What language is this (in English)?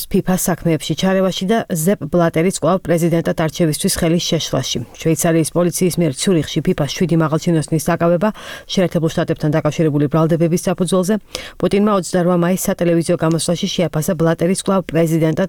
Georgian